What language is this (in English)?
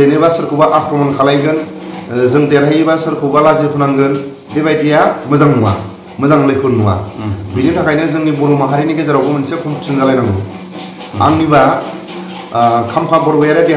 Bodo